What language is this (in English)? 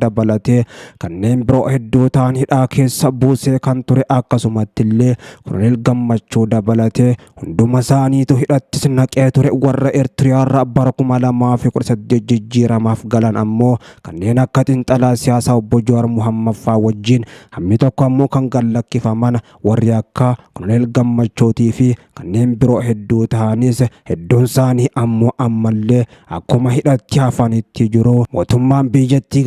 Oromo